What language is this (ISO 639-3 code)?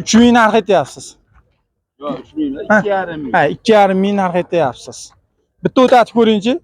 uzb